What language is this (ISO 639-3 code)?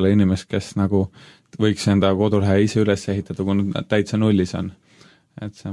est